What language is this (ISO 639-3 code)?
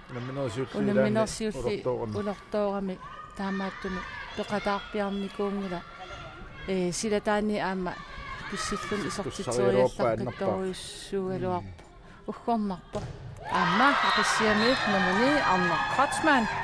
kal